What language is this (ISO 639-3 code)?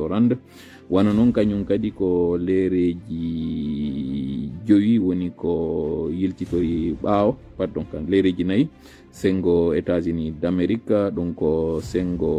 ful